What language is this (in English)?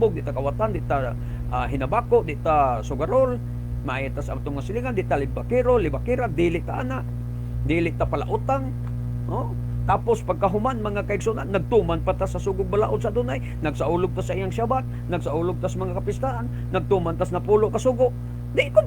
Cebuano